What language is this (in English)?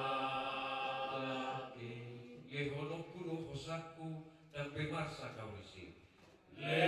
Batak Toba